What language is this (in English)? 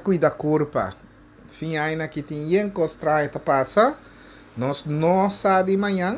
Papiamento